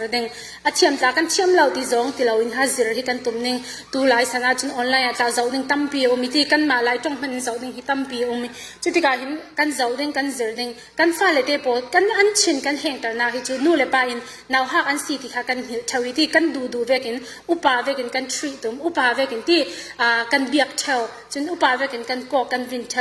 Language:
Falam Chin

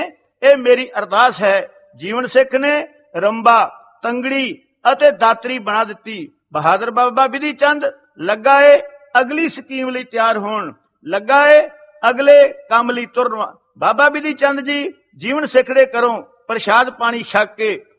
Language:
Punjabi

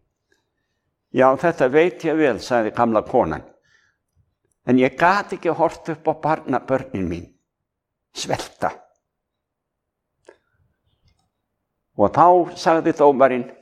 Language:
Icelandic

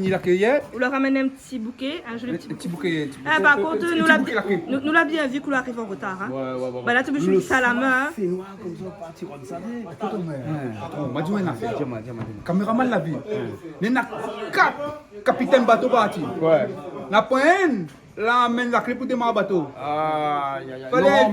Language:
Réunion Creole French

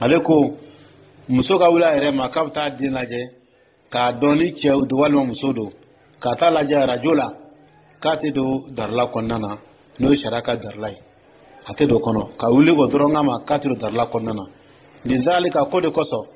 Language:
Dyula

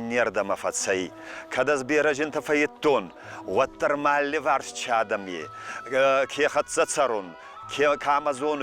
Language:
Ossetic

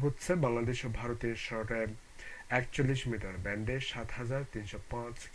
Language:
Bangla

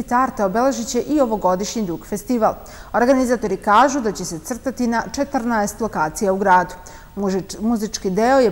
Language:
Serbian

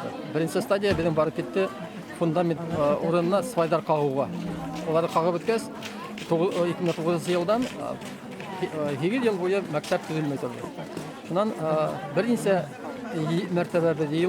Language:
Bashkir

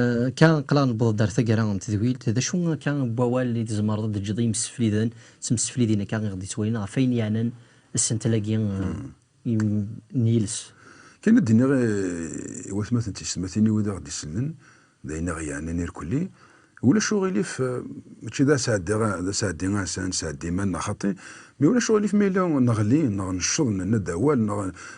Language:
Kabyle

